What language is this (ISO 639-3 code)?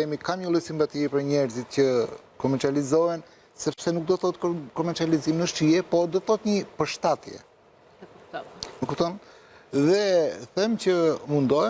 sqi